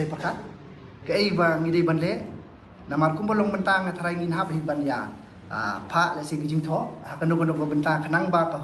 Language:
Khasi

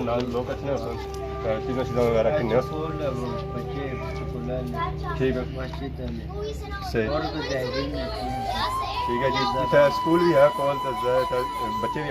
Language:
Pahari-Potwari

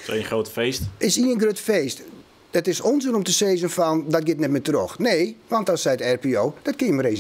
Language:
Western Frisian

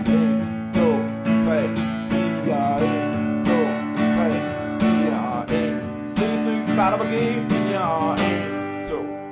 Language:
Danish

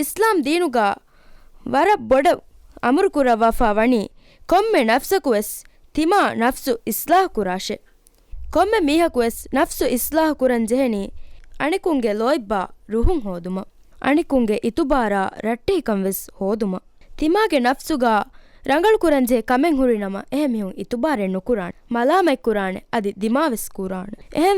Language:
Divehi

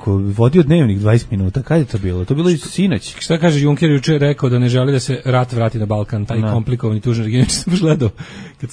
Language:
Serbian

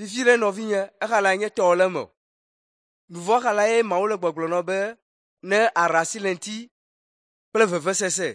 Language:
Ewe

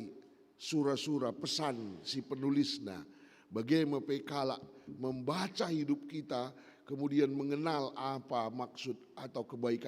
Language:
Batak Karo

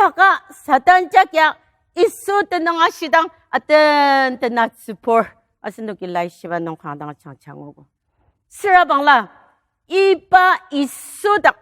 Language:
Ao Naga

